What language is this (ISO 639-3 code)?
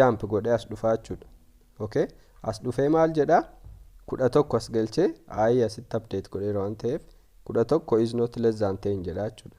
orm